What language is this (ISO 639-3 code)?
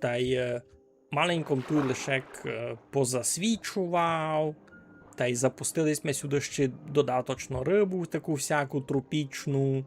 rue